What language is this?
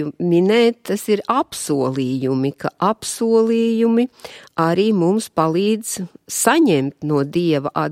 Latvian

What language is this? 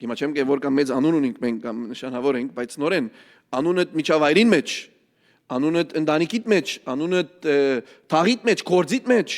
Western Armenian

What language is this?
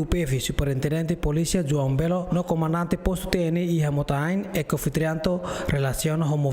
Tetum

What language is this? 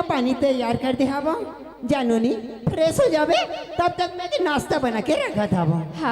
Chhattisgarhi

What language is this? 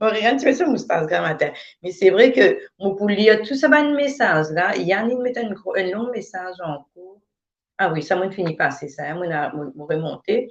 Morisyen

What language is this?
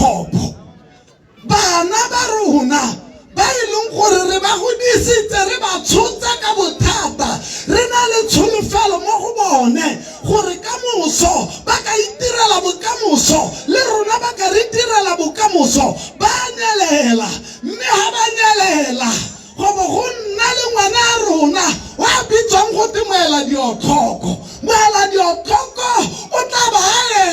Tswana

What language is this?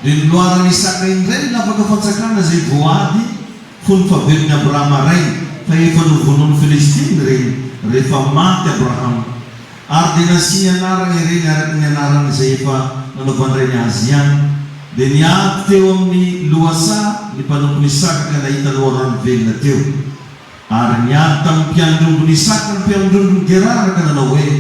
Malagasy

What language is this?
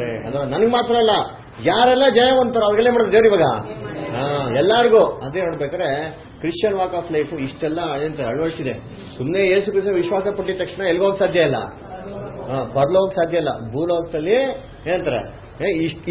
Kannada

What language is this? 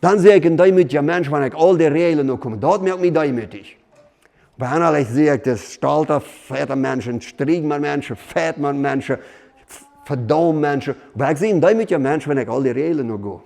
Plautdietsch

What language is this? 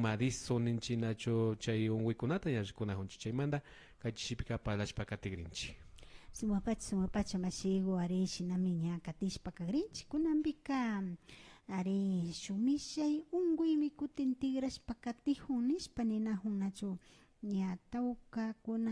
Imbabura Highland Quichua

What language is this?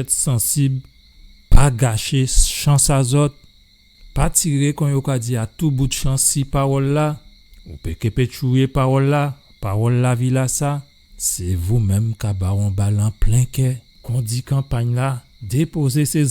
Guadeloupean Creole French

